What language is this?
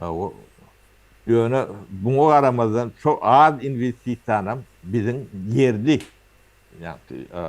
Turkmen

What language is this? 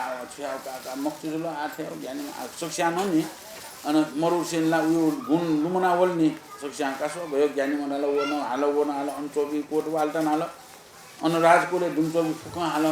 Newari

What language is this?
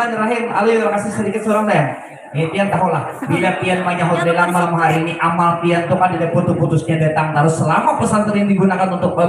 Banjar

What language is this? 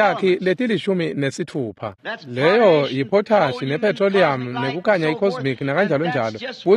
Swati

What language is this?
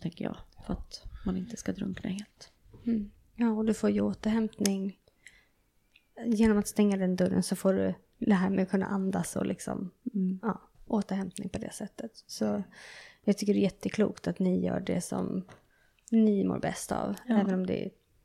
Swedish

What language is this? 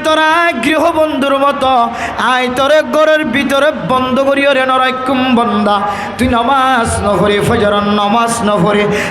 Rohingya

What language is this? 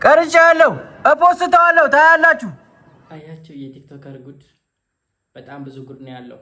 Amharic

